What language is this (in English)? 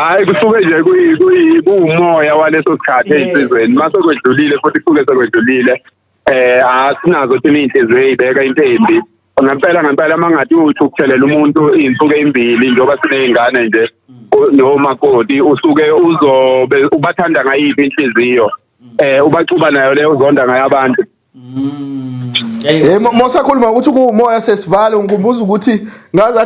Zulu